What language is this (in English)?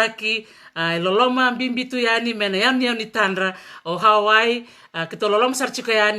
Fijian